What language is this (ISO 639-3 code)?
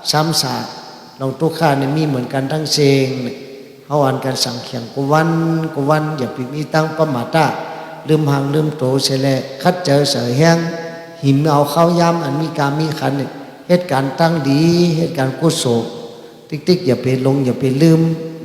shn